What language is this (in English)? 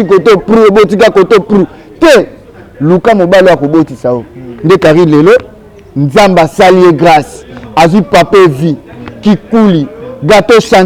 Lingala